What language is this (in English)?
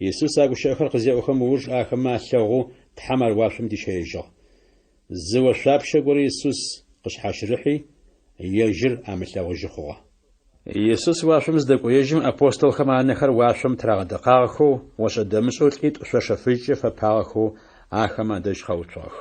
Adyghe